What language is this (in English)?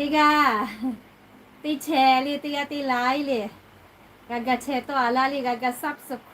Lahu